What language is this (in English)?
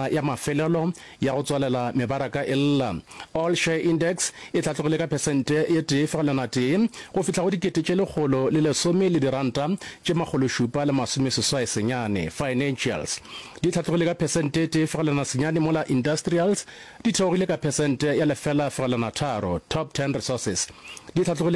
Northern Sotho